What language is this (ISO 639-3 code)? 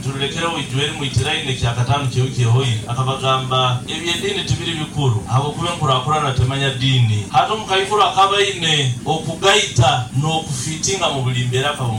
nyo